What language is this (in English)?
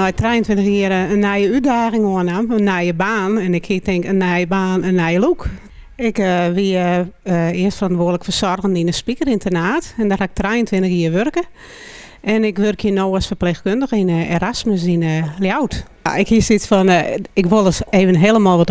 Western Frisian